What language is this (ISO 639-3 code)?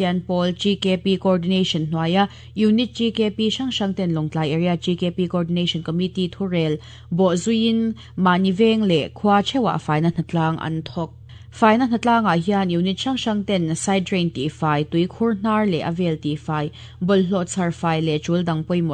lus